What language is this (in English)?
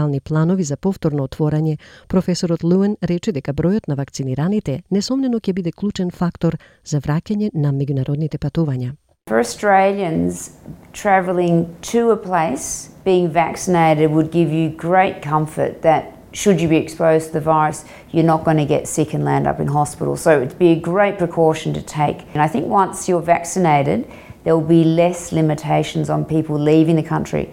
Macedonian